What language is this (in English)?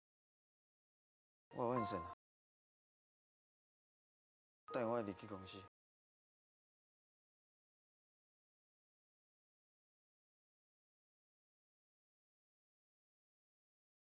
Chinese